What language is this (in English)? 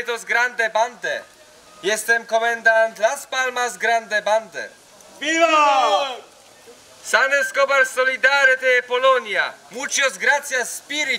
Polish